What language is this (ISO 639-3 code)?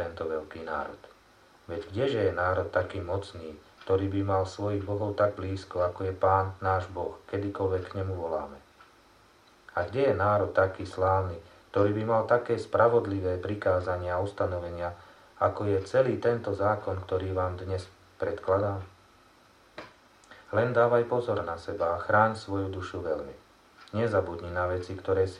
slk